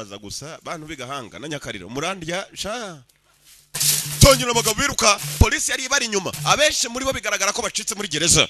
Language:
Kinyarwanda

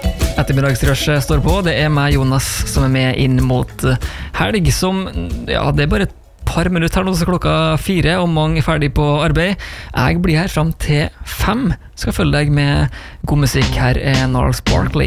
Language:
Norwegian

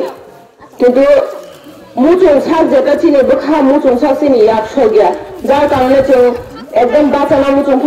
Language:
Kok Borok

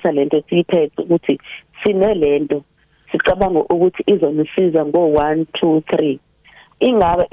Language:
South Ndebele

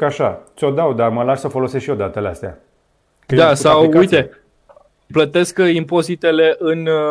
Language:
Romanian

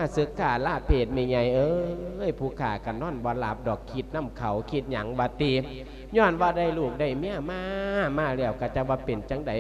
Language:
Lao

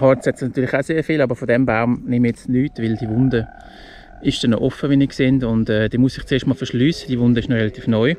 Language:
Swiss German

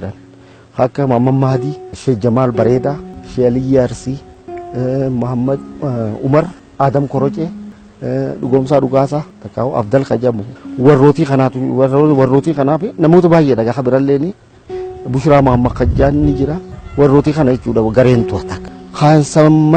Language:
Oromo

